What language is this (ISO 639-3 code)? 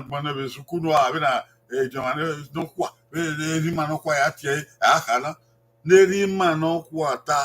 bin